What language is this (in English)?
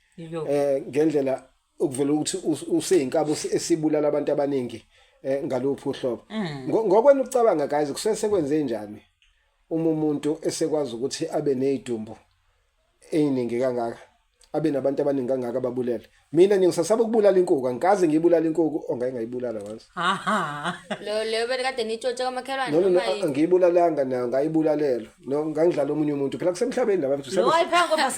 Zulu